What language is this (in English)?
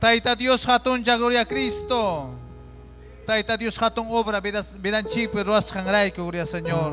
Ayacucho Quechua